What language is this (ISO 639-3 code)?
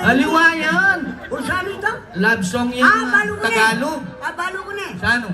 pam